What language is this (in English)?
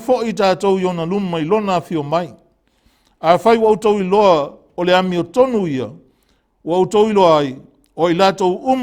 Samoan